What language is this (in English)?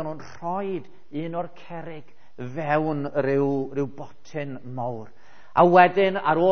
Welsh